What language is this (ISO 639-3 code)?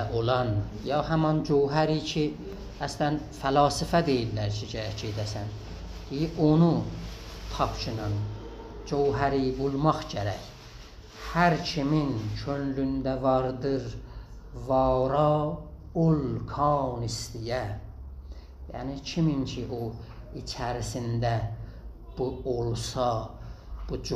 azb